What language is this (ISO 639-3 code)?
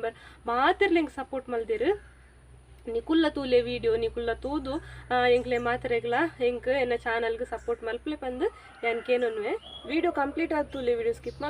tcy